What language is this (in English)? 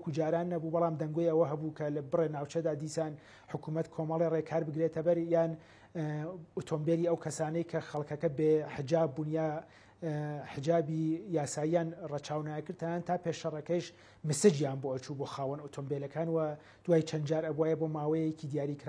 Central Kurdish